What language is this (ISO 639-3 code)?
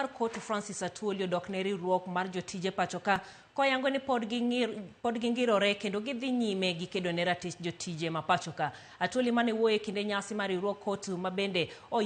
luo